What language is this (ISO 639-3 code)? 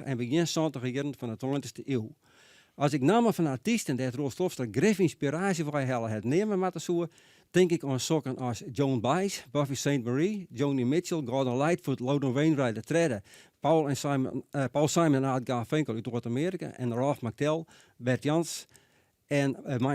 fry